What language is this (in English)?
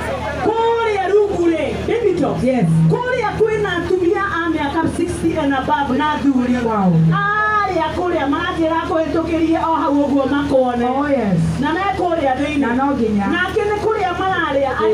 Kikuyu